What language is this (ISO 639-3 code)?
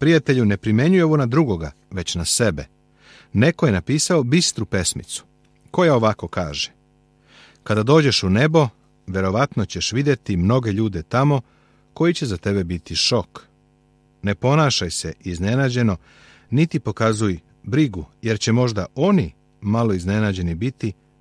srp